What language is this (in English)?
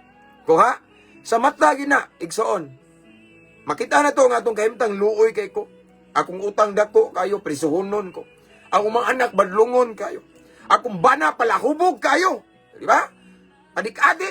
Cebuano